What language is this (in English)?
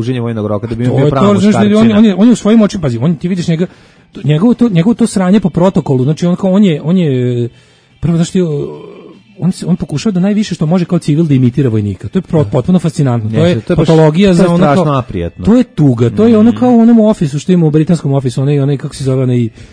Serbian